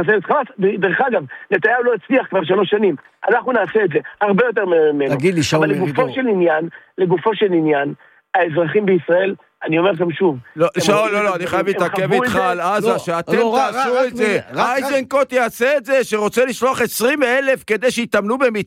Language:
Hebrew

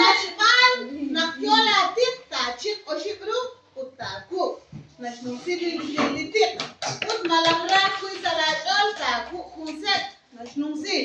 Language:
Kekchí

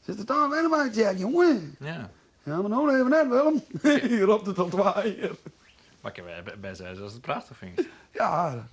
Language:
Western Frisian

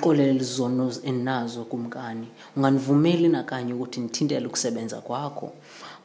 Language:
Xhosa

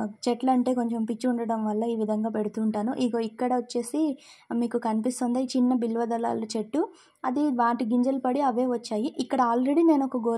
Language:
Telugu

